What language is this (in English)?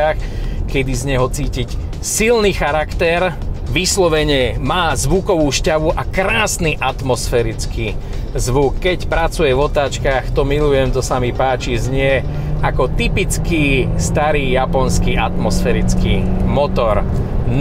Slovak